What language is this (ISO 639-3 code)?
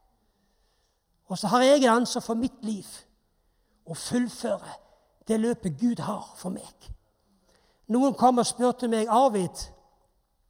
nor